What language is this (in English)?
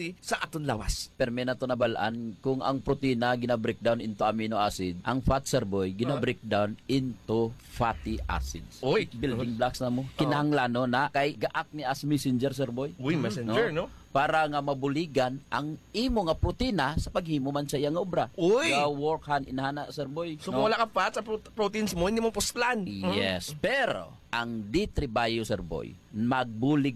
Hiligaynon